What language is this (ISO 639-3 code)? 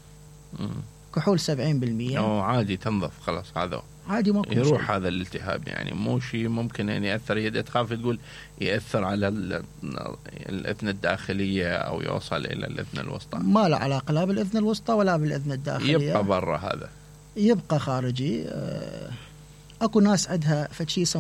acm